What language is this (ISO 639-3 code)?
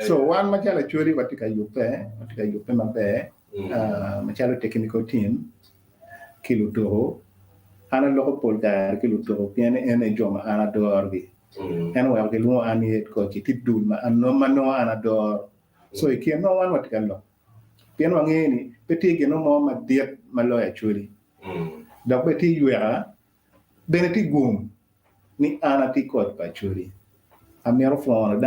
ach